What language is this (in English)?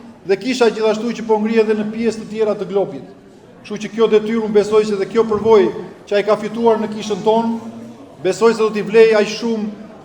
Albanian